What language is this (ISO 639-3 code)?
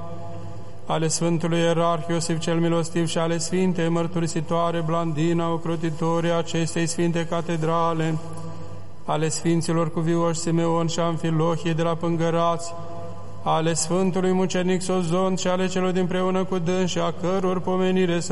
ron